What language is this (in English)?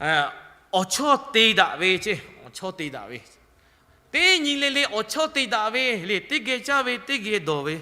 Lahu